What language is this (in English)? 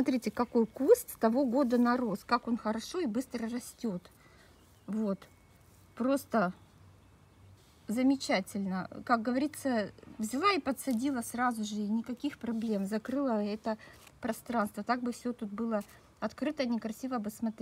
Russian